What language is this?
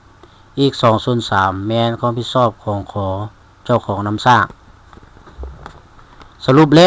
Lao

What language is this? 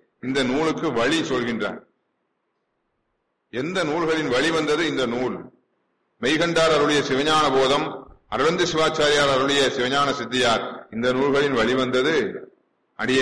Tamil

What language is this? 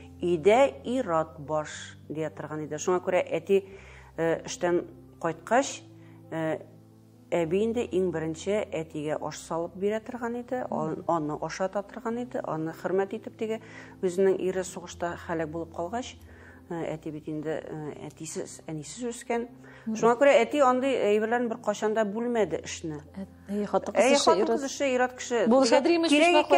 Tatar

